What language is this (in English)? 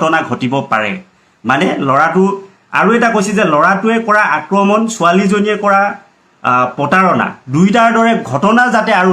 Assamese